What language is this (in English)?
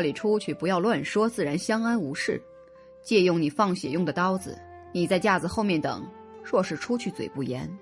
Chinese